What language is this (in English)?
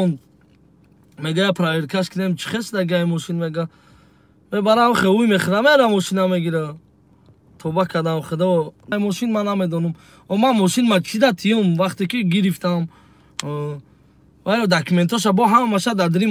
Tajik